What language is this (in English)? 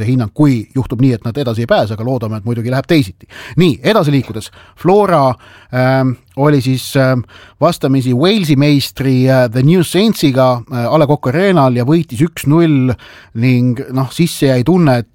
Estonian